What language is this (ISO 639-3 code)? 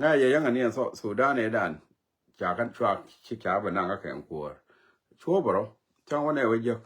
nus